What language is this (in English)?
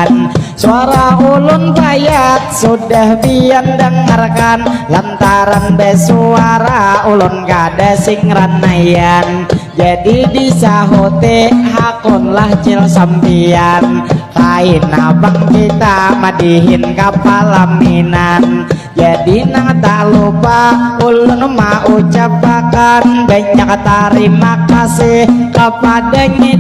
Banjar